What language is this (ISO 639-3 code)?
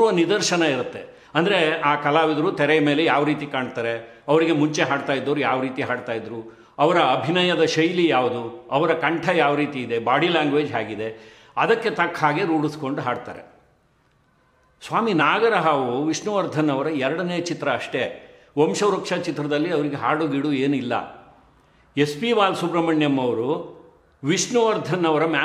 kan